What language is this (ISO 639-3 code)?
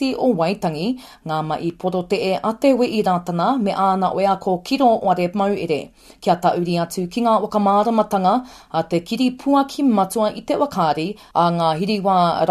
mri